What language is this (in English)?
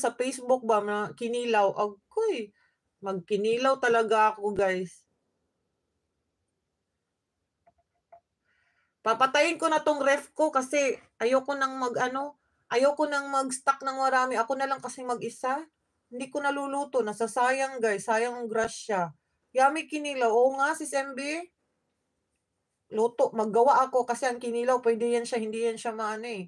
Filipino